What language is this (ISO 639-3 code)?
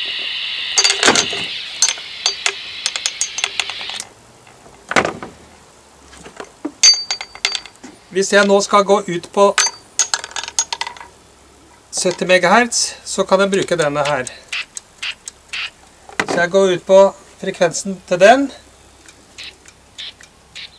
nor